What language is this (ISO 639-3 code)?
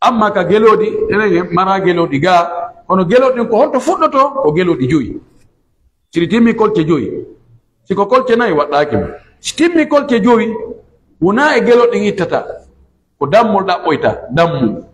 fuf